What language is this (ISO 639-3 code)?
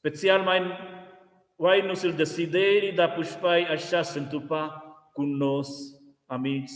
roh